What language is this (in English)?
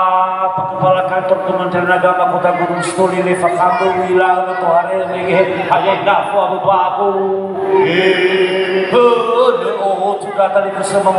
Nias